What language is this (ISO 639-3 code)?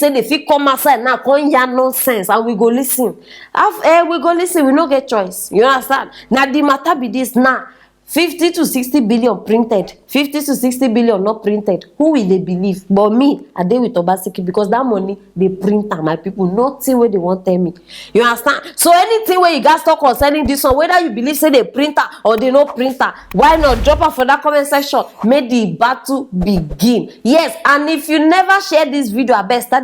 pcm